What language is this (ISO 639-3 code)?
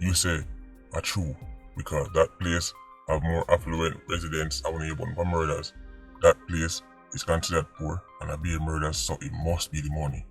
jam